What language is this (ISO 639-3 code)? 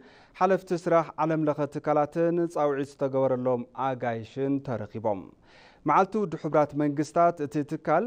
tir